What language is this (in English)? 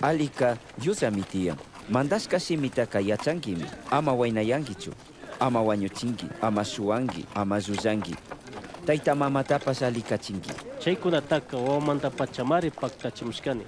Chimborazo Highland Quichua